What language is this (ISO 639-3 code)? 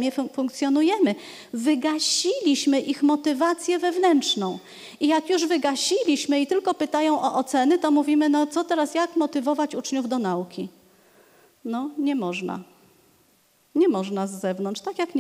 pol